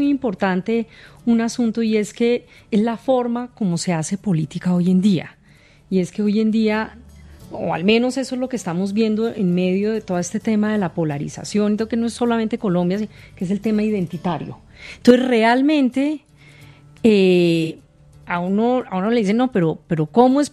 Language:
Spanish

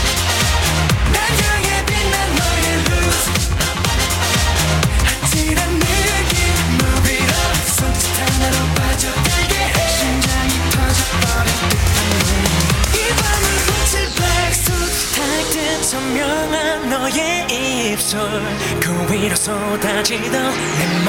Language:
Korean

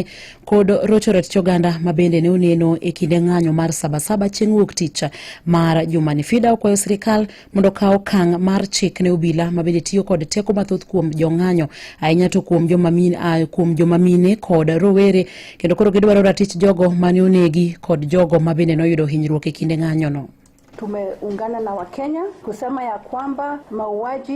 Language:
Luo (Kenya and Tanzania)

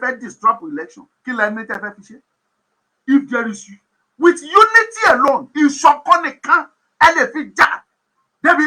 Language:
Yoruba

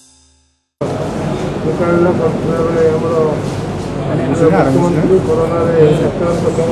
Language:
Odia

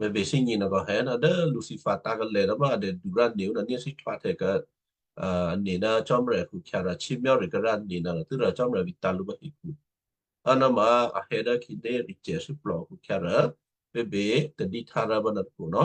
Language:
Western Kayah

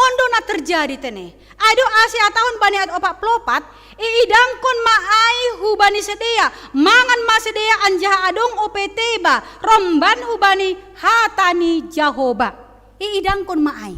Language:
Batak Simalungun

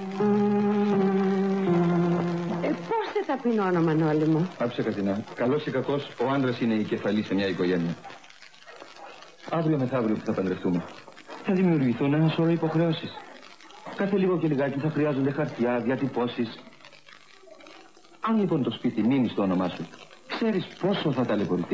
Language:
Greek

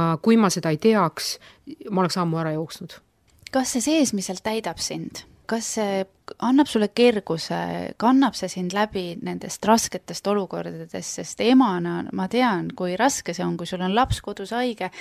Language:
Estonian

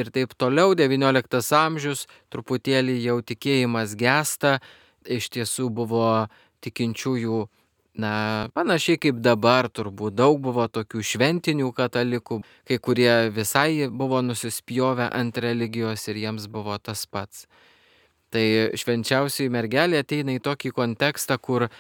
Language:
Lithuanian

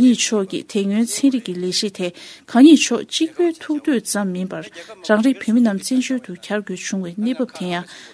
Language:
Tibetan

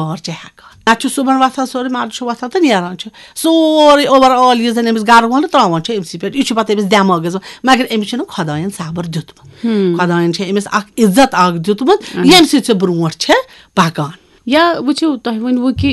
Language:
Kashmiri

